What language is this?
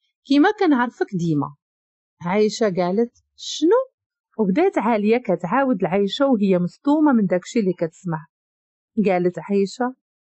Moroccan Arabic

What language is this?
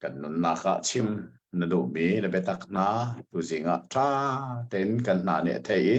Hakha Chin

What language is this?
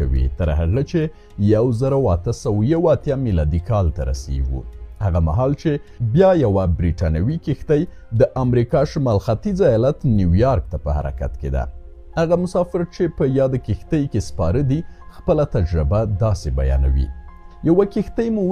Pashto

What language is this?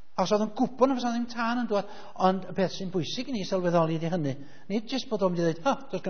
Welsh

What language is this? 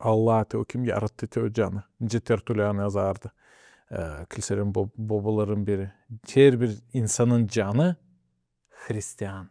Gagauz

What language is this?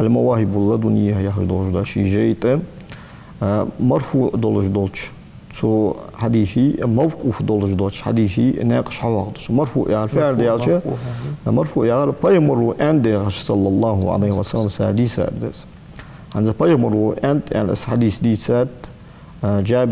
Ingush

